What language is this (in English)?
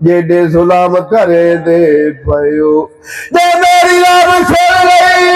Saraiki